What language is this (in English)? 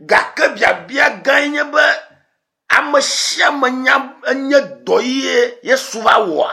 Ewe